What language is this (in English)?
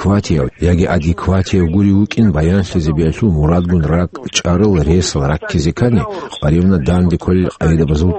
Avaric